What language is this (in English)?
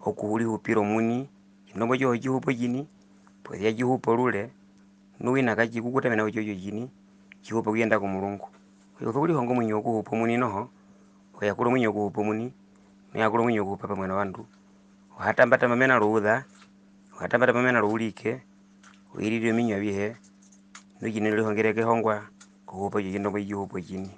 Herero